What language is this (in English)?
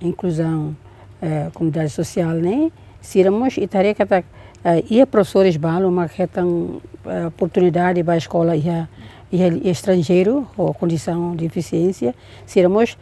Tetum